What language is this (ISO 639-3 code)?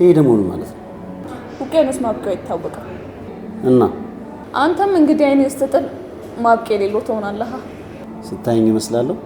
amh